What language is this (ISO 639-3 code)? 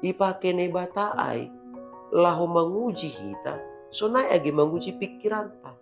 bts